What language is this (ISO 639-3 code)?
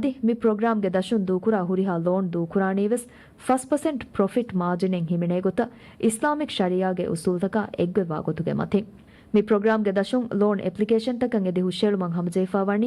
div